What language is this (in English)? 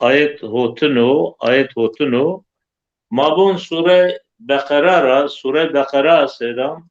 Zaza